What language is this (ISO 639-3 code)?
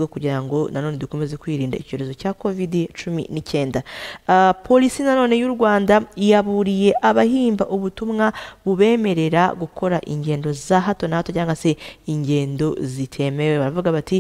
kin